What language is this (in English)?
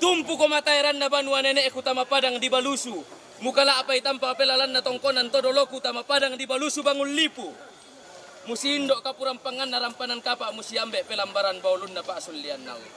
Toraja-Sa'dan